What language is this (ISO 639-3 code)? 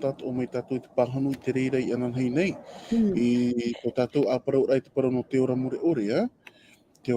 tah